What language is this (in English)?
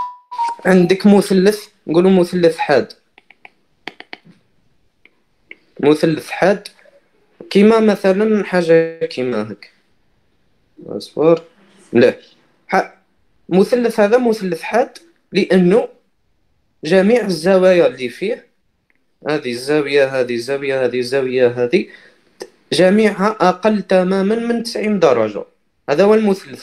Algerian Arabic